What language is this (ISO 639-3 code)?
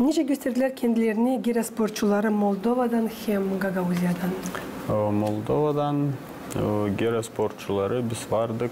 gag